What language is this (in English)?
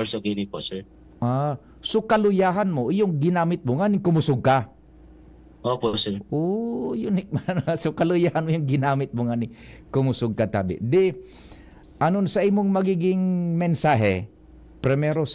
Bikol